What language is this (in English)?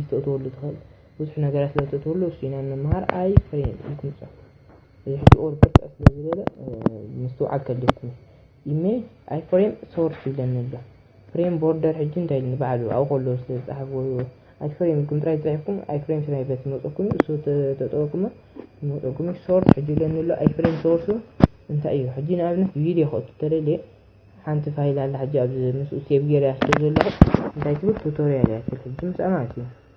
Tigrinya